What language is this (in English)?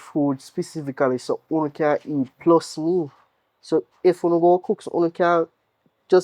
Jamaican Creole English